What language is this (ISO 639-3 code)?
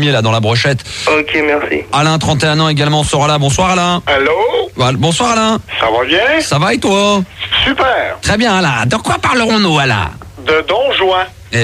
fra